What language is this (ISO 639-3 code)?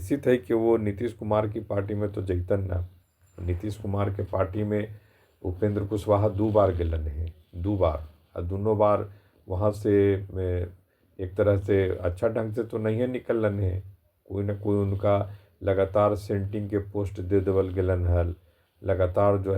mag